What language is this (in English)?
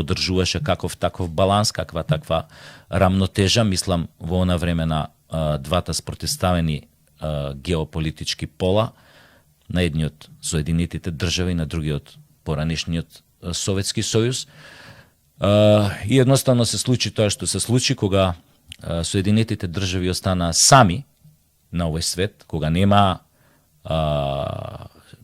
Macedonian